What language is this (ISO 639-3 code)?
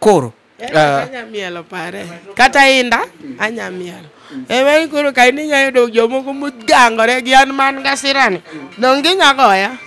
luo